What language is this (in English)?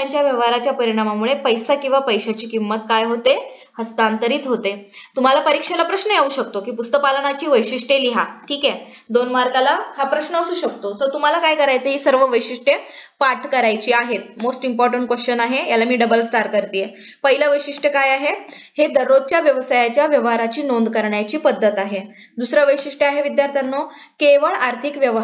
Marathi